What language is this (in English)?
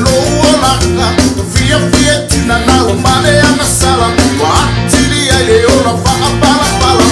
Samoan